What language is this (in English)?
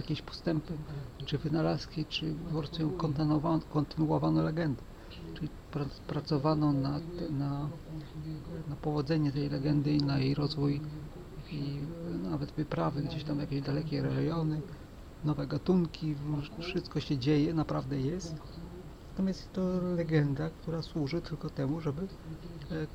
Polish